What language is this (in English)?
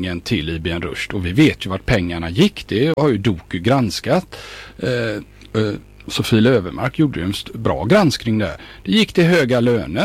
Swedish